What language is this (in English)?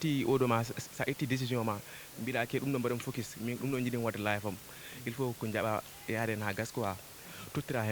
Fula